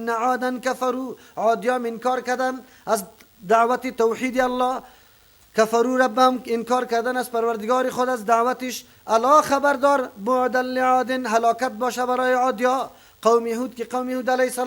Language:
Persian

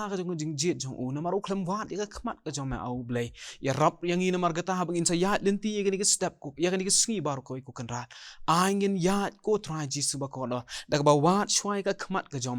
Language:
Khasi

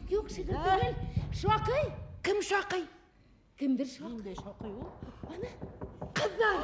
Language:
Bashkir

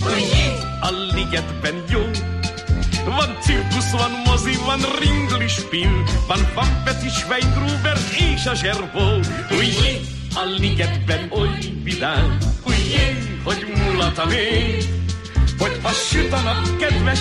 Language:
Hungarian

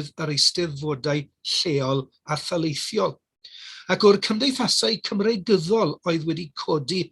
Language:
Welsh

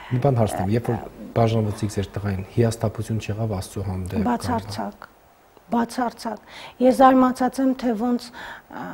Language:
Armenian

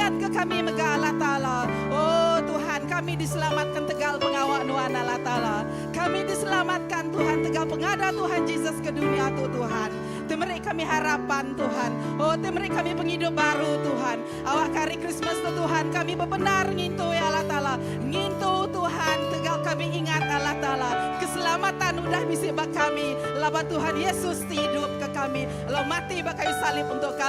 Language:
Iban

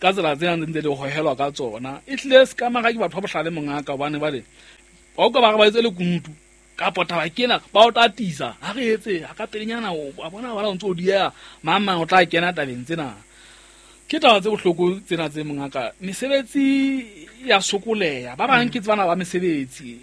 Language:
Southern Sotho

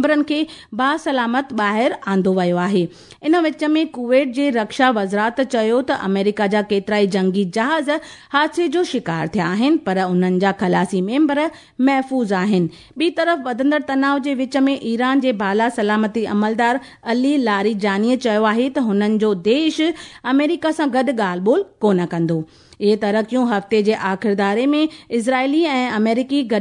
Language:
Sindhi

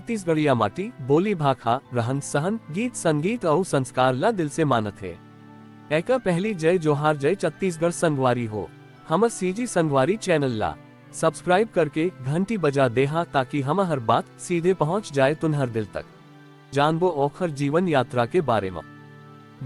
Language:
Chhattisgarhi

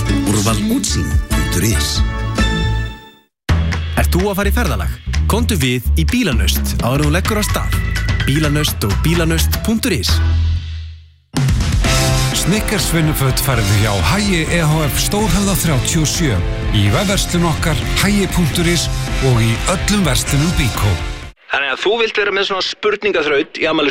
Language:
Icelandic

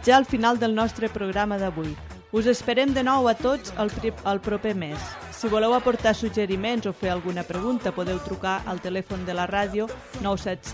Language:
Catalan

